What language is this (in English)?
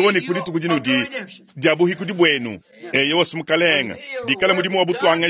Luba-Lulua